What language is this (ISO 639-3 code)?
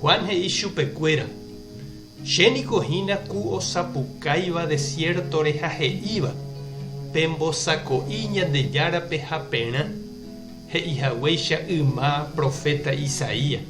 grn